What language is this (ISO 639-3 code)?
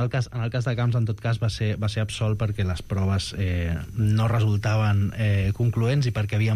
cat